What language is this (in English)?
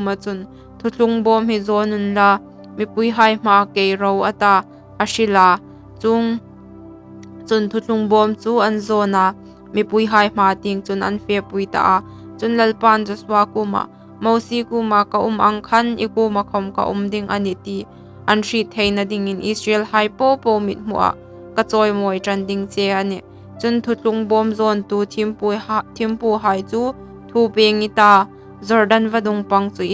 Hmar